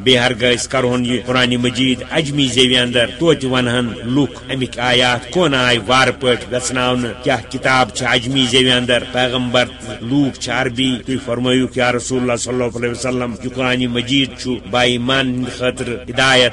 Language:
Kashmiri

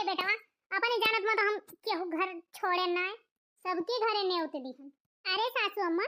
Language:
Awadhi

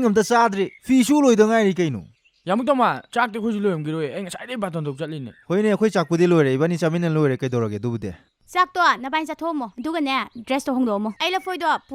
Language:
Manipuri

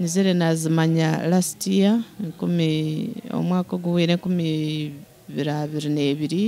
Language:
Nyankole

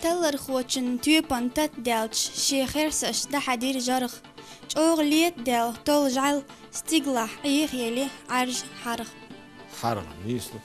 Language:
Chechen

